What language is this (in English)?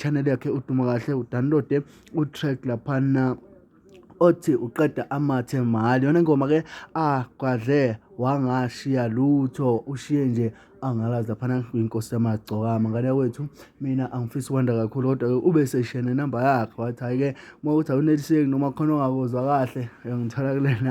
Zulu